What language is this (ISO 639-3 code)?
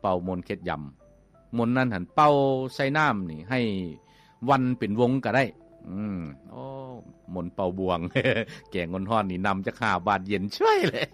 lao